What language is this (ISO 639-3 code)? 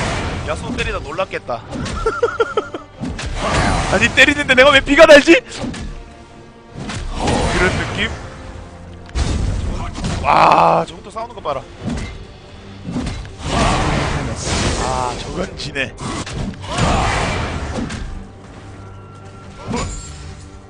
kor